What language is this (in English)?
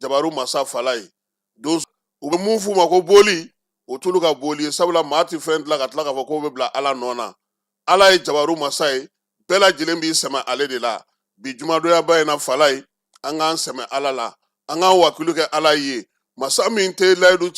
Bambara